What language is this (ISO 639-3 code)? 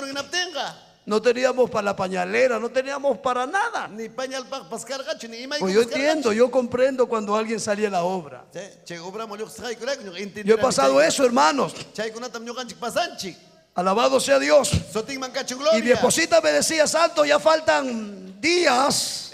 quy